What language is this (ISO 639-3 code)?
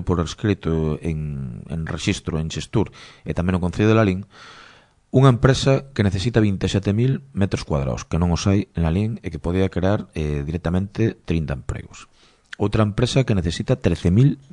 glg